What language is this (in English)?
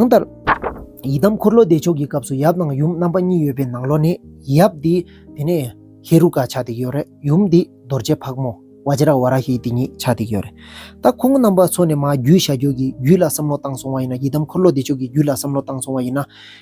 Tibetan